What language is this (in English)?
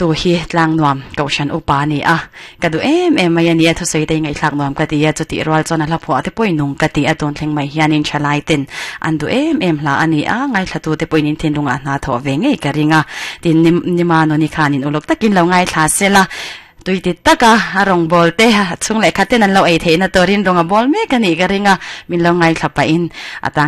Mizo